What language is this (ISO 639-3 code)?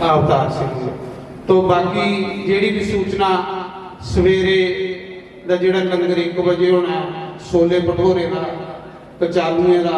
doi